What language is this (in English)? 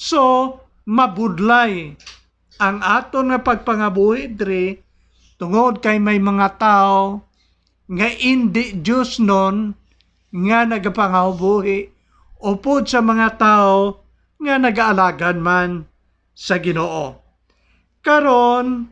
Hiligaynon